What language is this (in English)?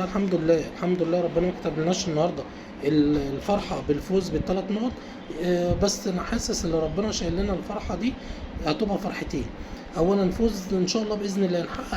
Egyptian Arabic